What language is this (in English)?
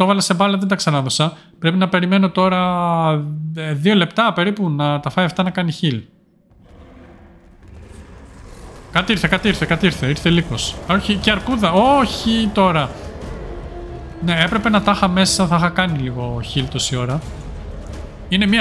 Greek